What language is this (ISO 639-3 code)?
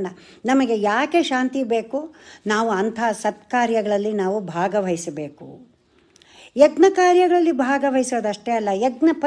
kan